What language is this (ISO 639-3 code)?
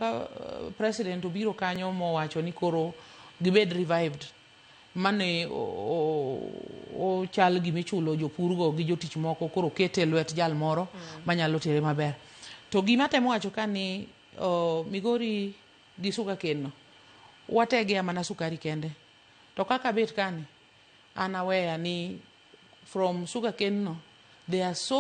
luo